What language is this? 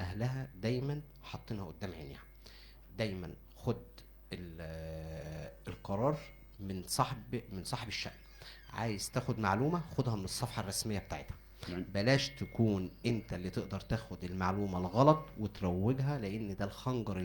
Egyptian Arabic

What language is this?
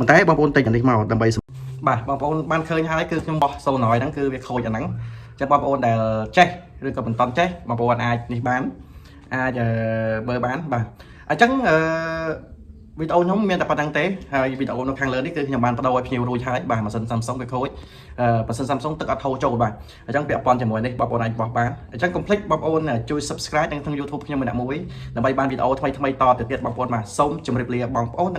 Khmer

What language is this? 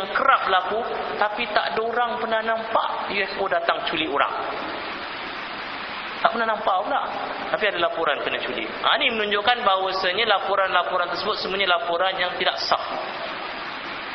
Malay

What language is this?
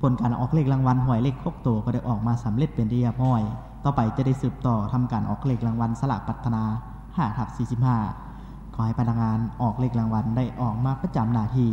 Lao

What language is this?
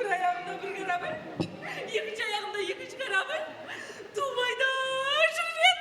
Kara-Kalpak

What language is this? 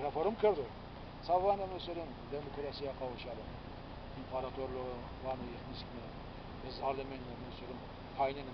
Zaza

